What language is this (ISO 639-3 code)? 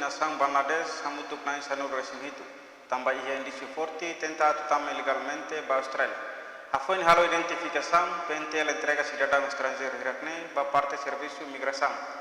tet